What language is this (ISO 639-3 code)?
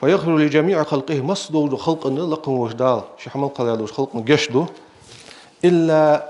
inh